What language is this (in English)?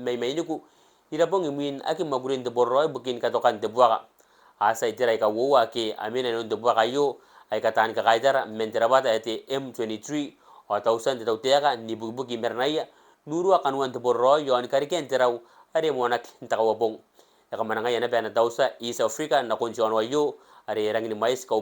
Gilbertese